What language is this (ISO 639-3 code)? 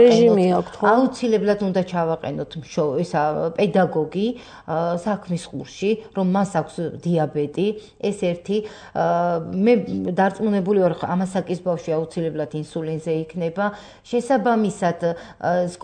kat